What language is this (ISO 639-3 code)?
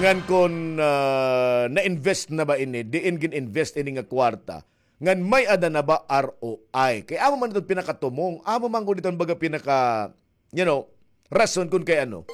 war